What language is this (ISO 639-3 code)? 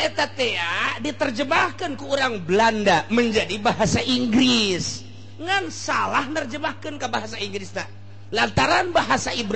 sun